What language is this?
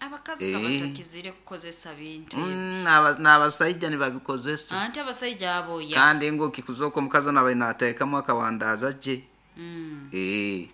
Nyoro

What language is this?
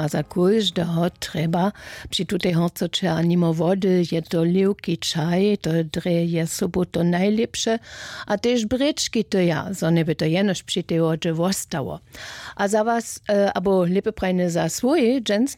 Upper Sorbian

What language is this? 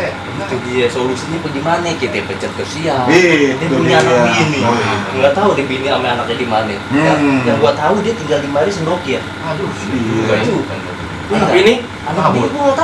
Betawi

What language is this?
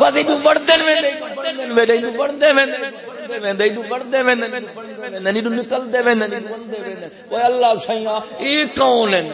Saraiki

